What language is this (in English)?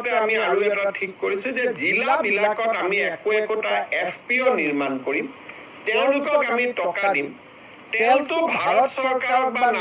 Assamese